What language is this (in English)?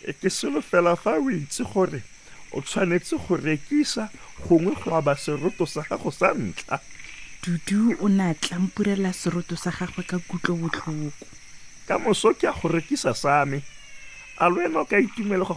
Tswana